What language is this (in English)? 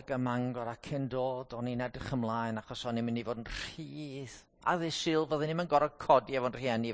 Welsh